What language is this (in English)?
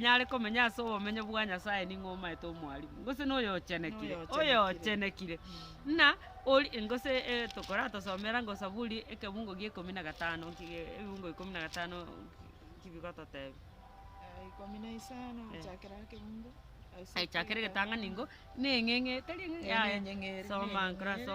Gusii